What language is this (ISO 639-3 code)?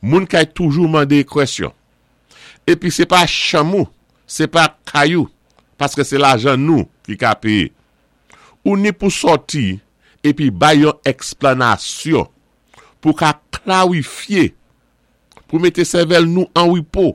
acf